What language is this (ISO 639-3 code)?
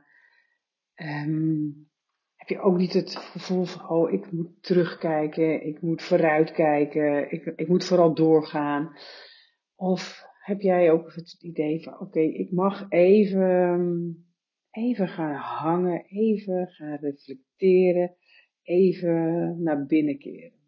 nld